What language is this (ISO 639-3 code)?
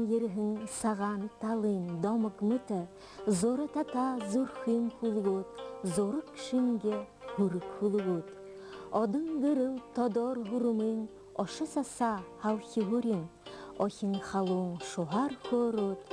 bua